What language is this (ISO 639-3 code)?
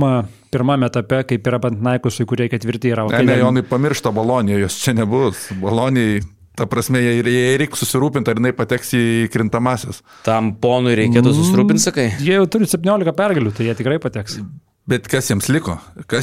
lit